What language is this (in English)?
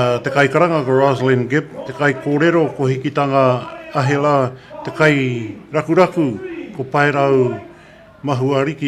Māori